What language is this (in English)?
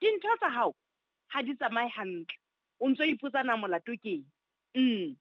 Southern Sotho